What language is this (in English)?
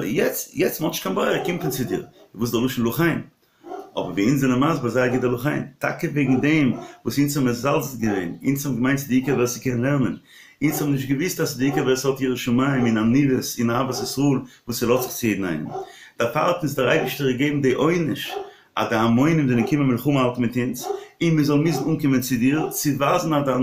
Yiddish